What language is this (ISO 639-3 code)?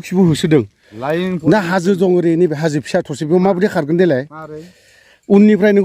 brx